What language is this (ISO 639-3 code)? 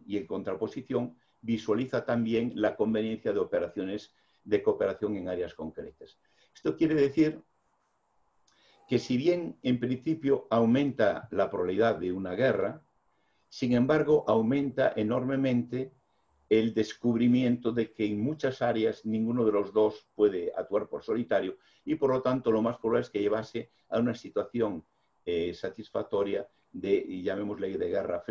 spa